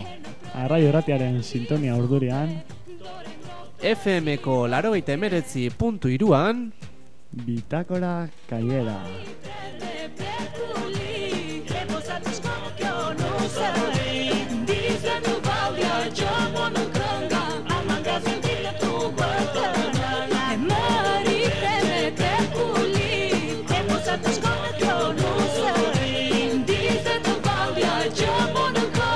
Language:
Basque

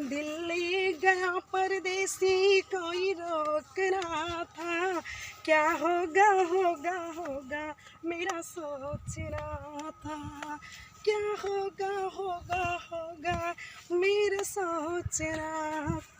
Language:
Awadhi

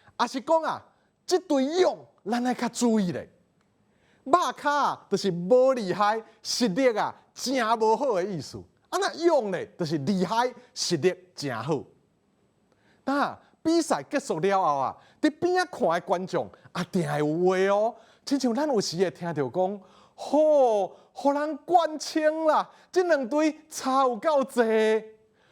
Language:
Min Nan Chinese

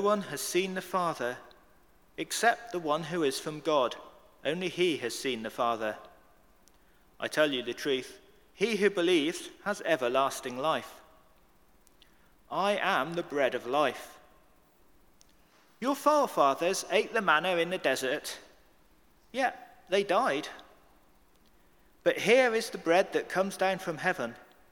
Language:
English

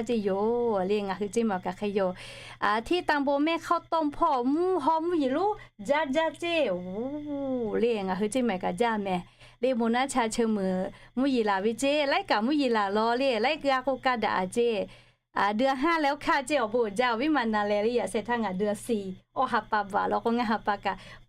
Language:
Lahu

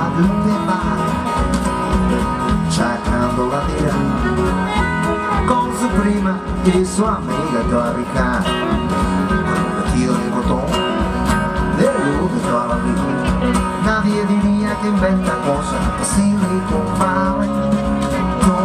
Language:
Norwegian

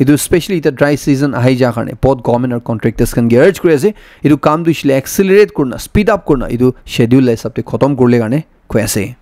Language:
Naga Pidgin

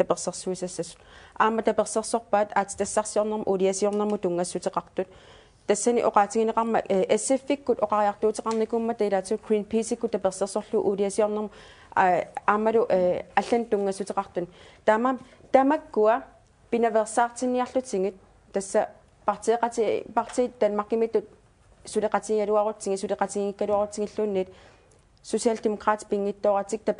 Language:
Kalaallisut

